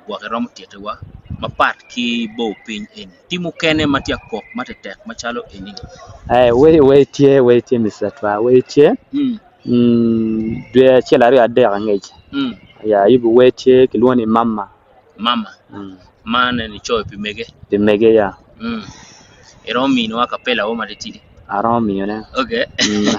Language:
Acoli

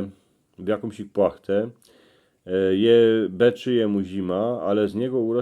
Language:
Silesian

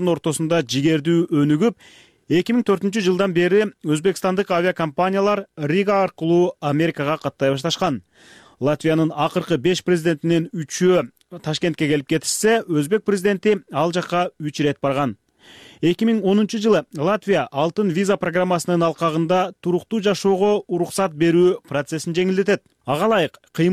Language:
Kyrgyz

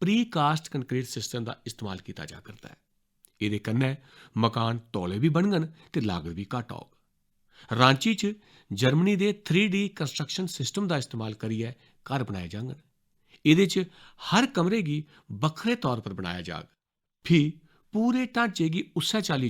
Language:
Dogri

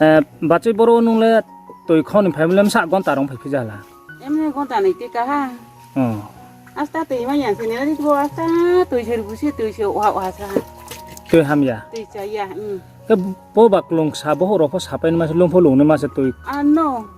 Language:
Riang (India)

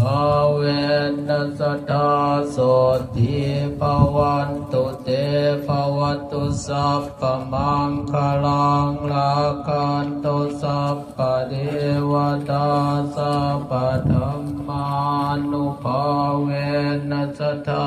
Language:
Pali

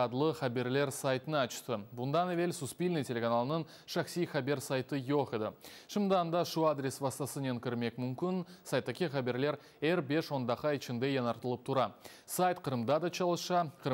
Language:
Crimean Tatar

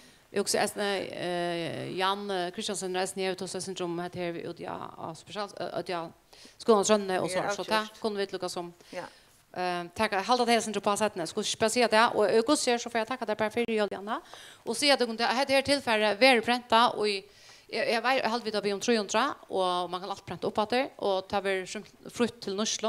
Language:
Faroese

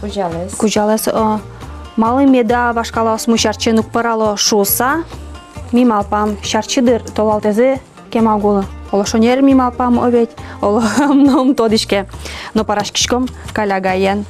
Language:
Udmurt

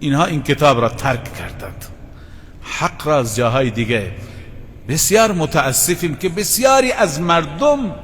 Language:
Persian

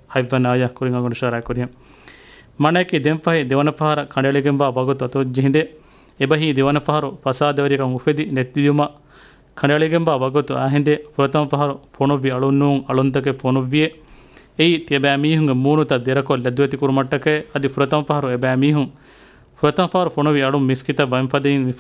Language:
Divehi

